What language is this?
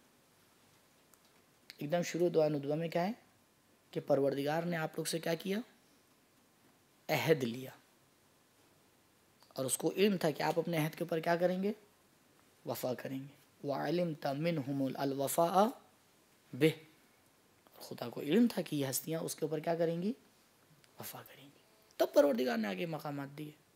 Urdu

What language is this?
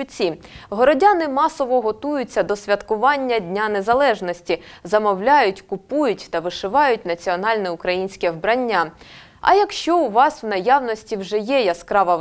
Ukrainian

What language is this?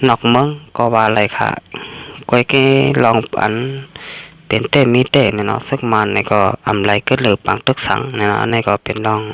Shan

